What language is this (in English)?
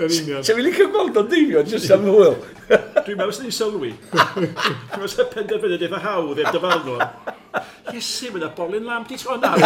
Welsh